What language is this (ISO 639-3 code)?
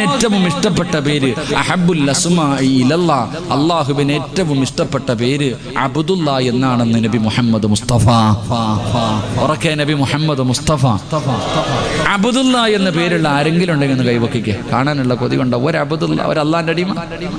mal